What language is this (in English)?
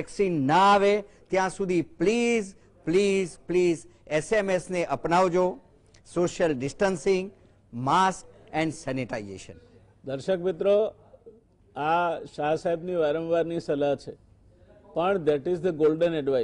Gujarati